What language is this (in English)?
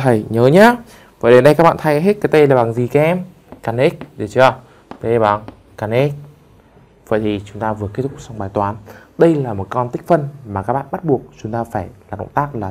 Vietnamese